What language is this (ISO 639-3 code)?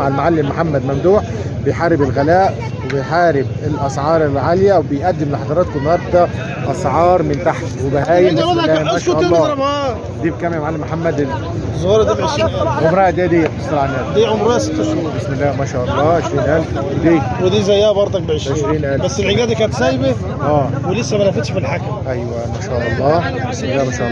arz